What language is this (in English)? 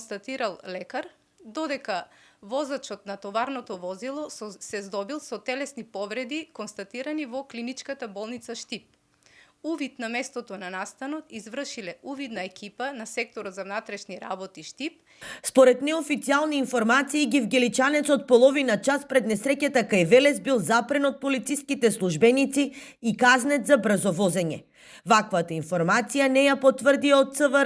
Macedonian